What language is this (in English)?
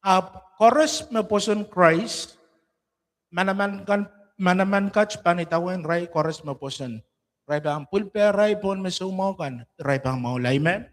Pohnpeian